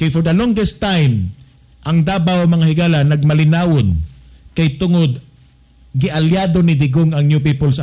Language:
Cebuano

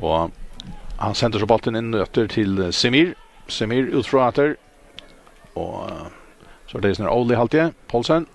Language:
Faroese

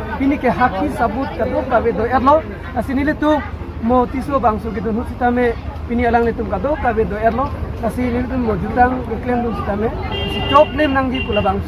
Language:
Karbi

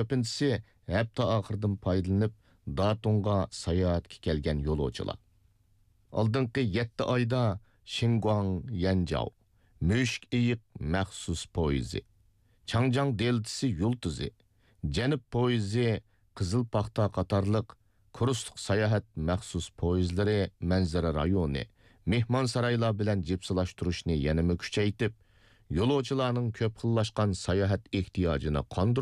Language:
Uyghur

